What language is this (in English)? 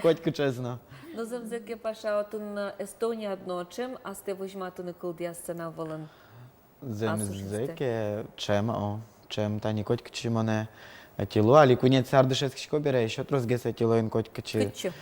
Udmurt